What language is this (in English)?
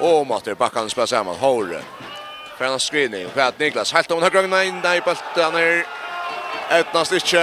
Faroese